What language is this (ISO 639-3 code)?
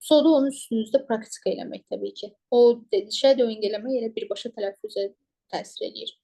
aze